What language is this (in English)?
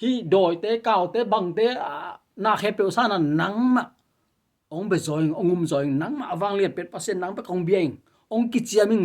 Tedim Chin